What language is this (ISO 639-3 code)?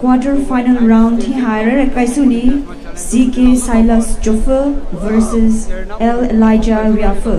pmx